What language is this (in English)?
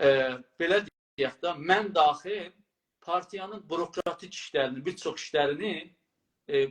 South Azerbaijani